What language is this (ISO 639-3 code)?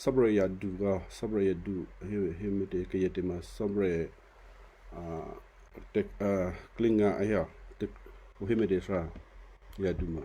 kyu